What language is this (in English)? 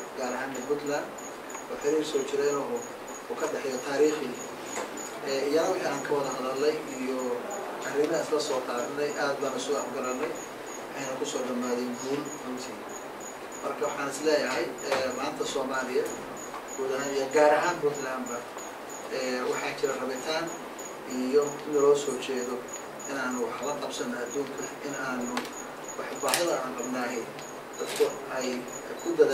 Somali